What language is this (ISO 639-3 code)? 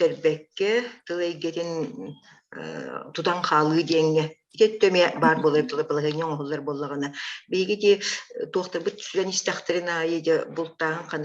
sah